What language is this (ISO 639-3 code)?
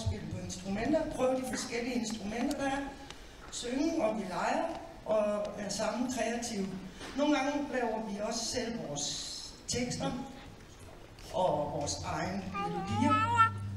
dan